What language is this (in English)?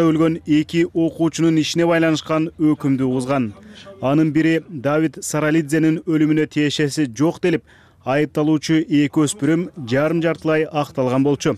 Kyrgyz